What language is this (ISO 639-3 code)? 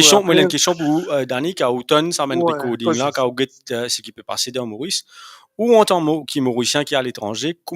mfe